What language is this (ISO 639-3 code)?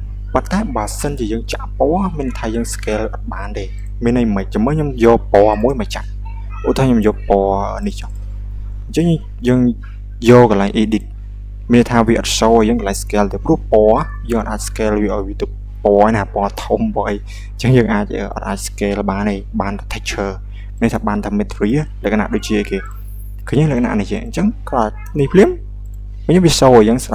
khm